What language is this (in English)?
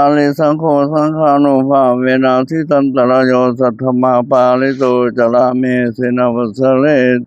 Pali